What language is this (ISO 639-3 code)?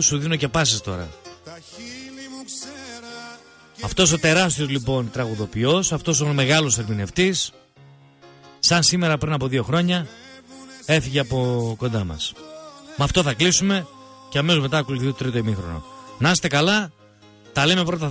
ell